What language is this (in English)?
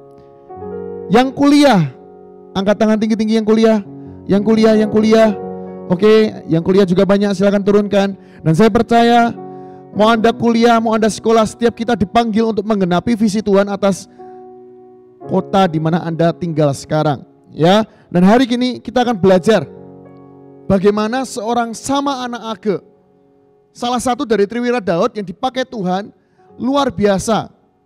Indonesian